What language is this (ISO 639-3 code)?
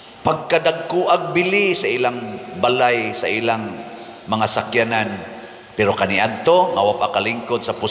ceb